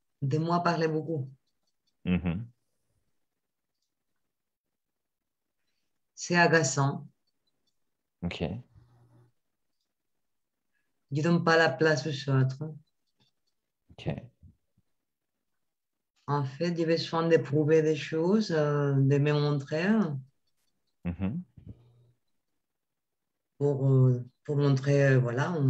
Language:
French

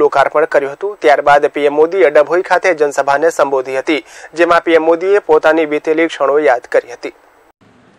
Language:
Gujarati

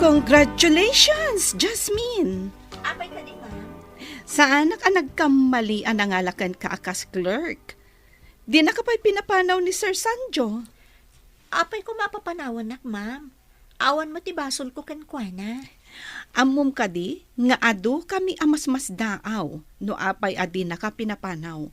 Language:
Iloko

